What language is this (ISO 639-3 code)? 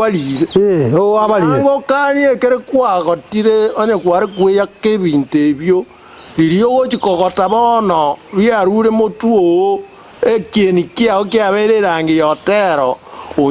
guz